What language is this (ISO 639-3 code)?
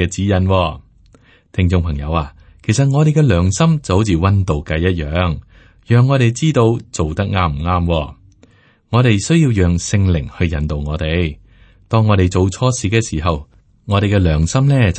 yue